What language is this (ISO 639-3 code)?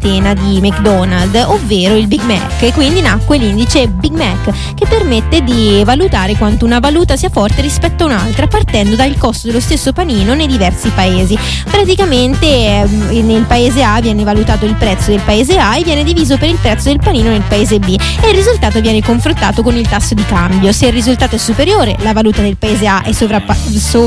ita